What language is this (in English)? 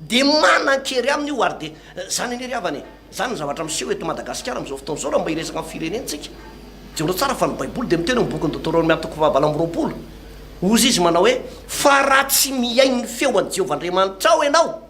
Malagasy